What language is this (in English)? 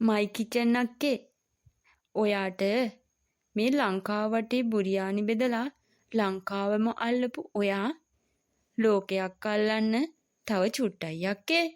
Sinhala